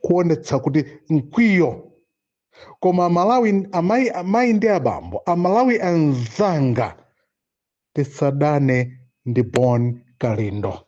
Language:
Nyanja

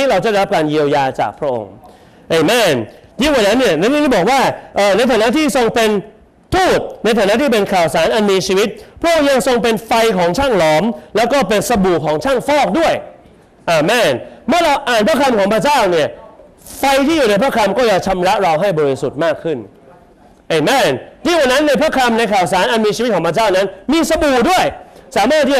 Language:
Thai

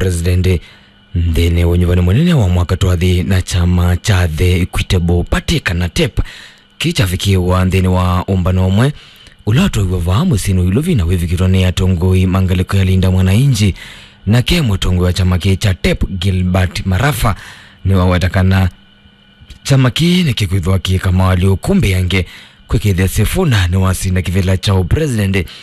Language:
Kamba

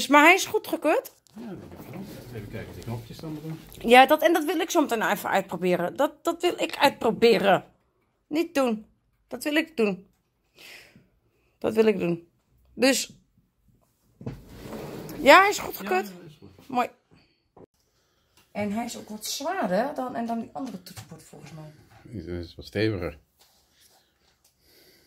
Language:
Dutch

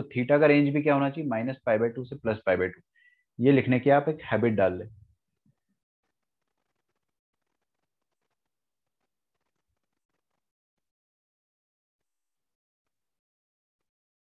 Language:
Hindi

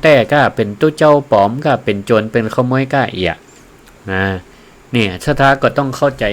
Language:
Northern Thai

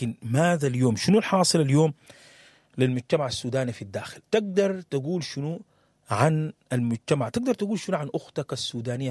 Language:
Sudanese Arabic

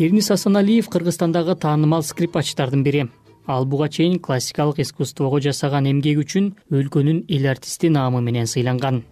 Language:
Kyrgyz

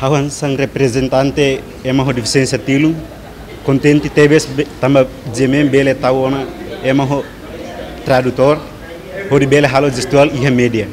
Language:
Tetum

